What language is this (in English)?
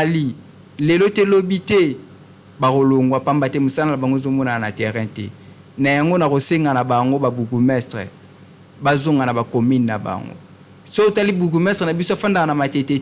Lingala